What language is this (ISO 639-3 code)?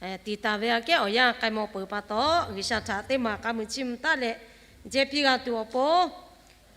lhu